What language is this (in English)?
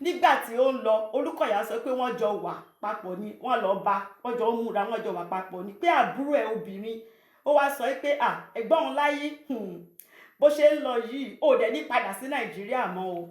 Yoruba